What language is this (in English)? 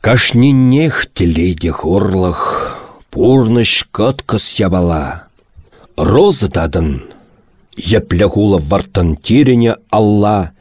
Chuvash